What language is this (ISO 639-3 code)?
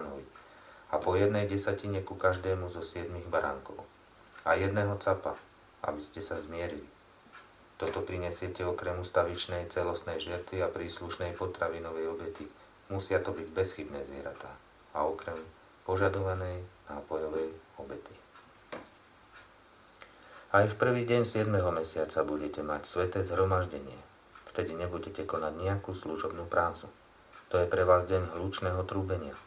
slk